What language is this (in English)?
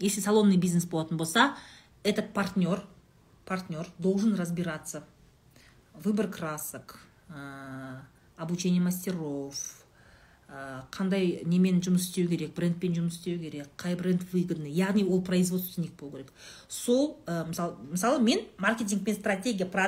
Kazakh